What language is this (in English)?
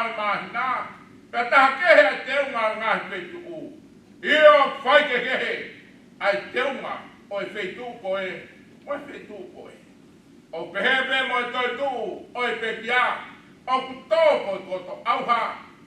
Tongan